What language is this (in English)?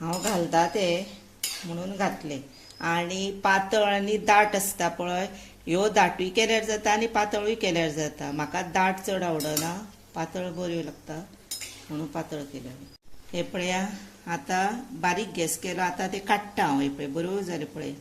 Konkani